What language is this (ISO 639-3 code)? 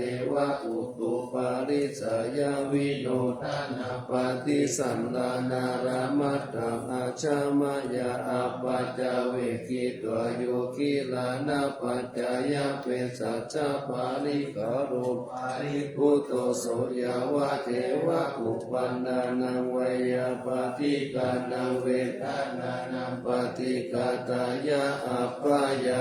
pli